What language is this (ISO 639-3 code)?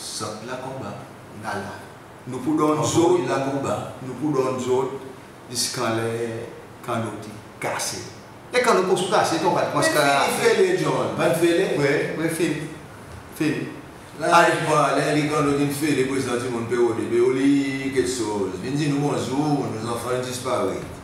crs